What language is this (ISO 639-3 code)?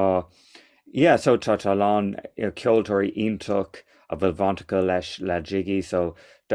gle